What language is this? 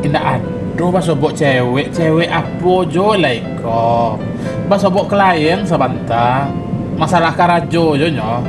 Minangkabau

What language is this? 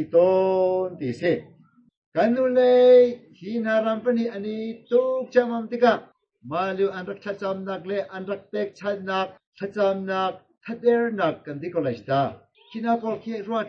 Hakha Chin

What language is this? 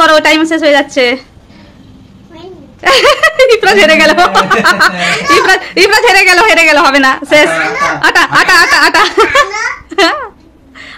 Bangla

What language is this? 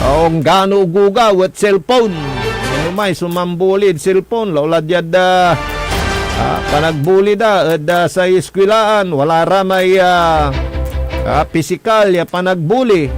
Pangasinan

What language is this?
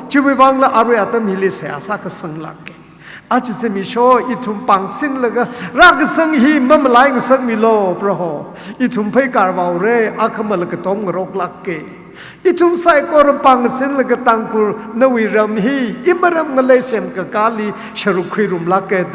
Tangkhul Naga (India)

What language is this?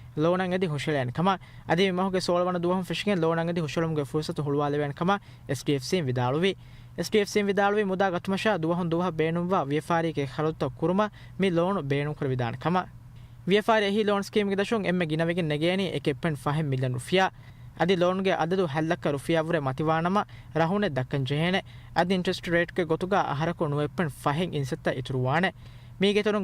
Divehi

